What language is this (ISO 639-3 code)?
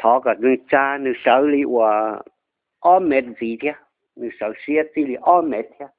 hmn